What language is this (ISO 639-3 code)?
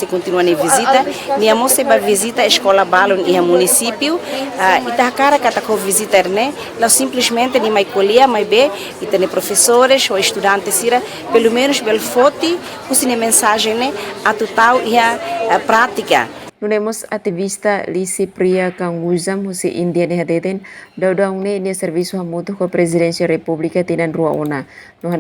tet